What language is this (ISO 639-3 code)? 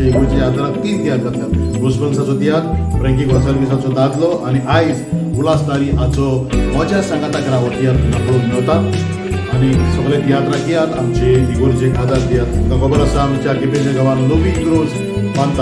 kok